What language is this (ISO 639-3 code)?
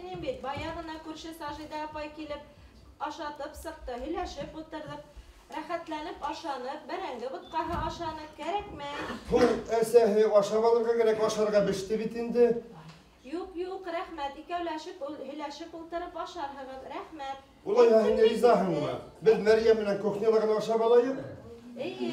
bak